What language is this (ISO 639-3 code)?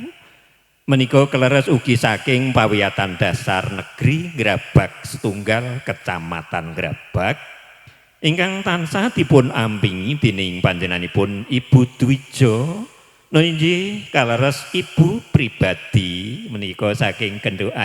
jav